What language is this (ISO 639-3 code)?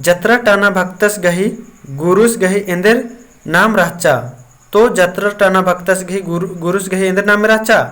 kru